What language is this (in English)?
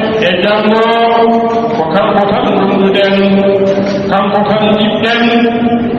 Fula